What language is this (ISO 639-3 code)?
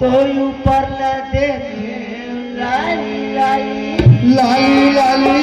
hne